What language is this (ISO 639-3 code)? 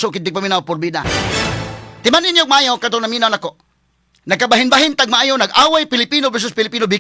ceb